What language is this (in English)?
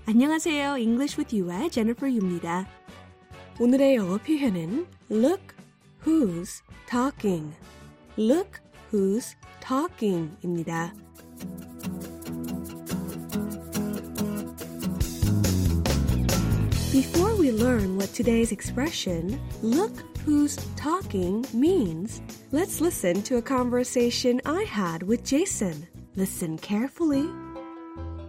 Korean